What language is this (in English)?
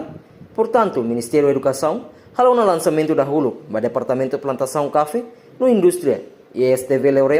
Tetum